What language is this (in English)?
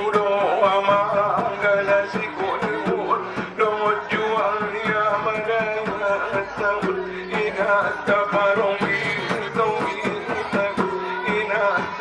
Batak Angkola